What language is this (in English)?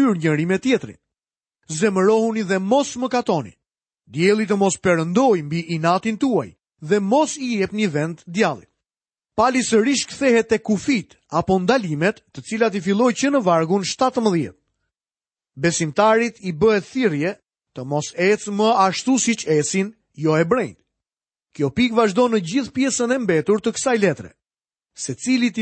Albanian